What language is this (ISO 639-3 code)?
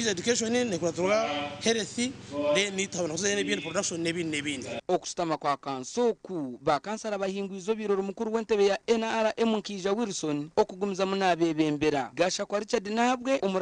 nyn